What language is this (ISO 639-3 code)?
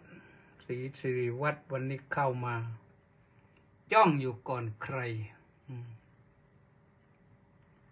tha